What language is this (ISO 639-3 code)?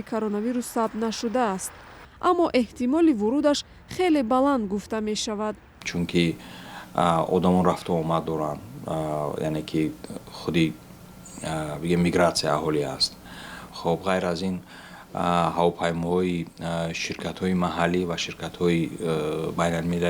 tgk